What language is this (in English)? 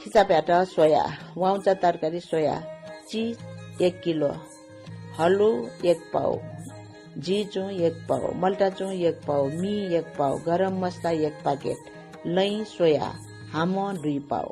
Newari